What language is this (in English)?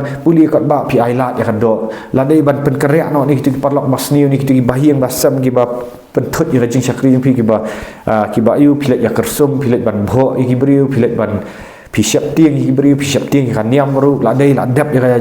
Khasi